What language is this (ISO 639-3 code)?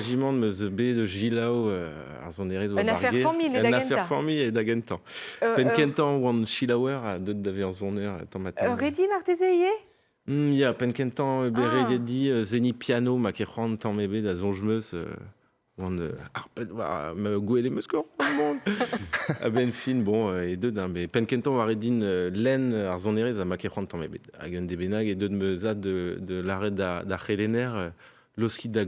bre